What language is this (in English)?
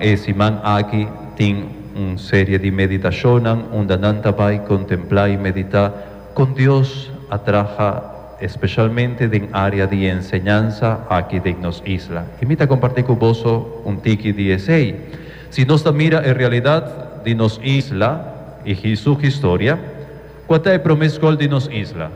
Papiamento